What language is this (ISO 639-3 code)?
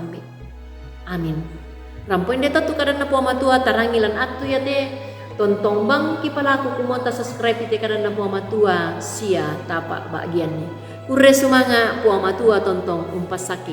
sda